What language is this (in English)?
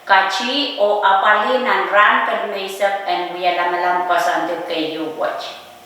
Pohnpeian